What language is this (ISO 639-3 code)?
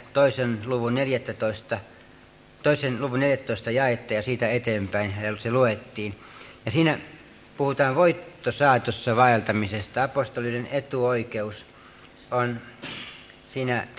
fin